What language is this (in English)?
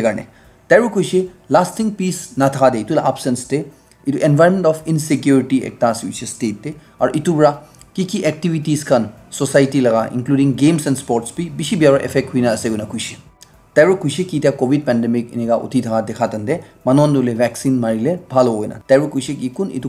Naga Pidgin